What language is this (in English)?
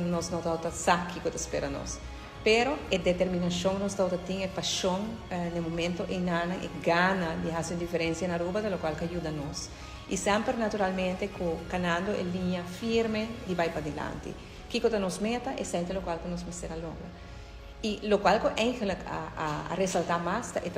Papiamento